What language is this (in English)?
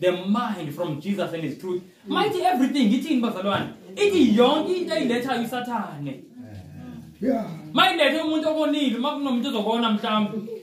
Zulu